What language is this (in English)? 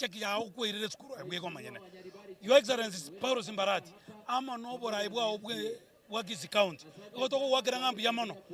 Gusii